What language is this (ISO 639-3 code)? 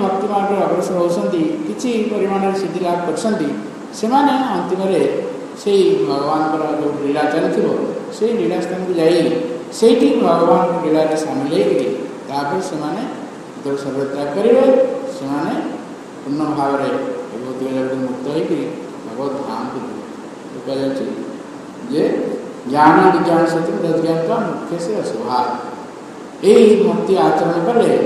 ori